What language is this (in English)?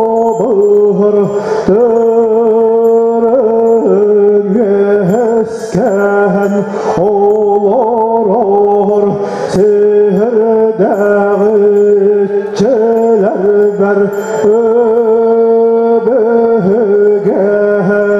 Yakut